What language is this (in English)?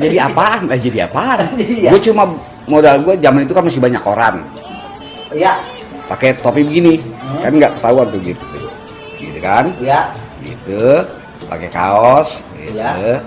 Betawi